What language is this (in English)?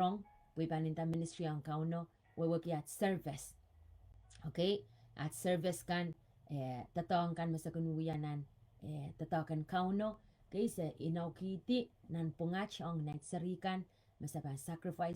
Pohnpeian